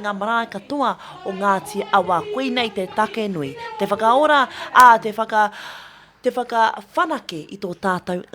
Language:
Māori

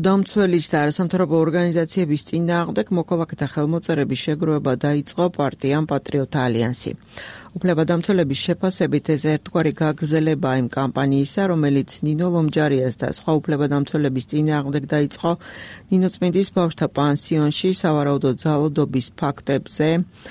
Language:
Georgian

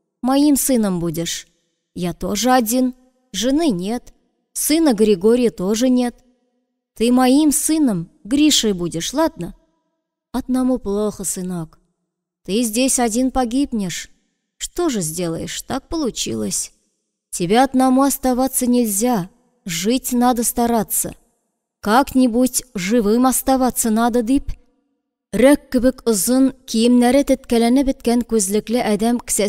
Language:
Tatar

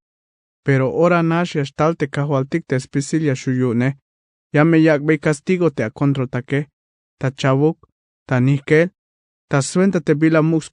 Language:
Tzeltal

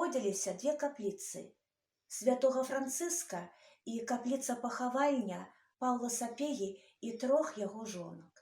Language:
Belarusian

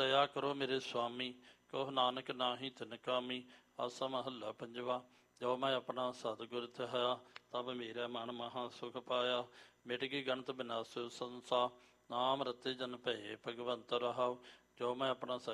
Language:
Punjabi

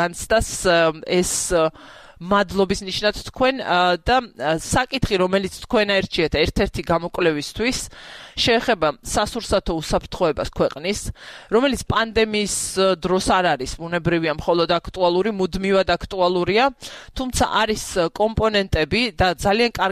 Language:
Georgian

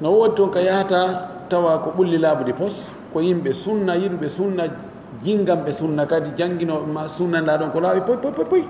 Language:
Pular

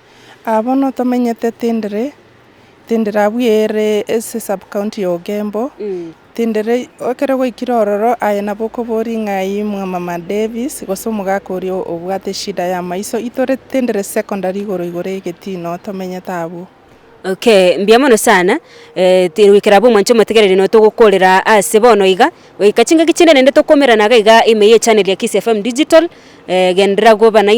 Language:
Gusii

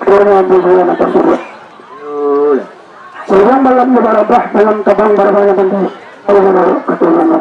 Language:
Minangkabau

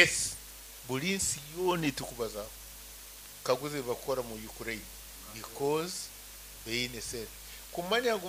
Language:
Nyankole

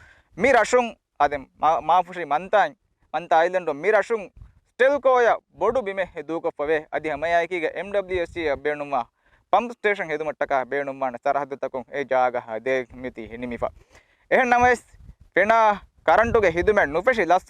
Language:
Divehi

